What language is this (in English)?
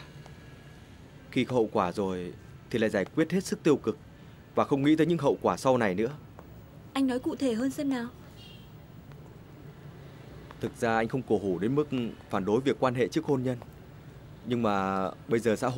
Vietnamese